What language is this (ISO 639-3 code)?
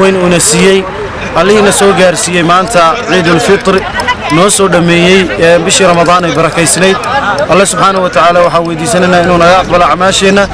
som